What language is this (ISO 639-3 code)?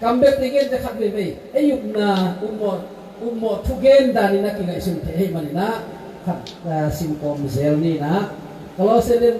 ctd